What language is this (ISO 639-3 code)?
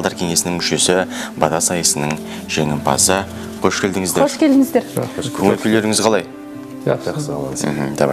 kaz